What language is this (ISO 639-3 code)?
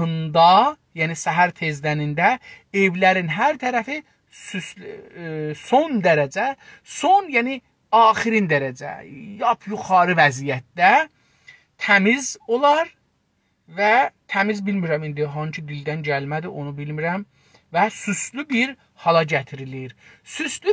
azb